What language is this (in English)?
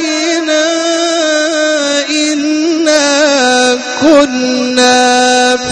Arabic